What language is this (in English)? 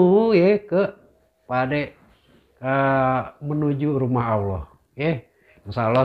Betawi